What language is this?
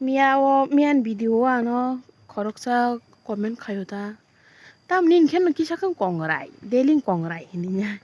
Kok Borok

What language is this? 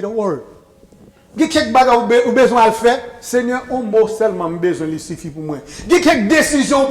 Haitian Creole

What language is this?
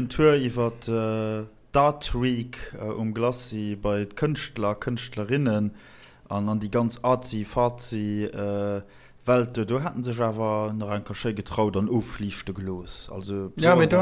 Luxembourgish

